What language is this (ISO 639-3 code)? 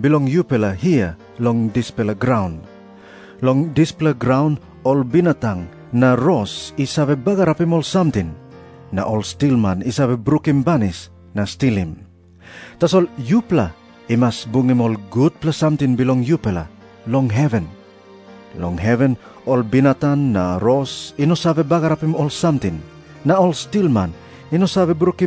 tpi